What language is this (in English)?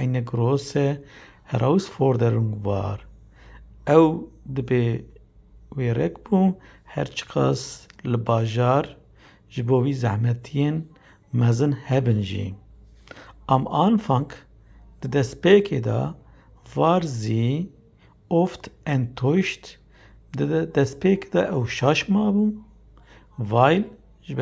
Kurdish